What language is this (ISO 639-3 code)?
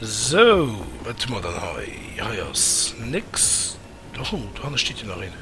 ltz